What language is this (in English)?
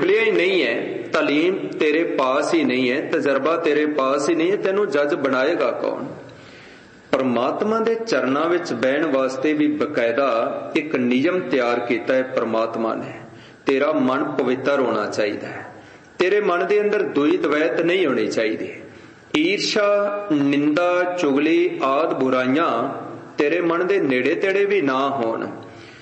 Punjabi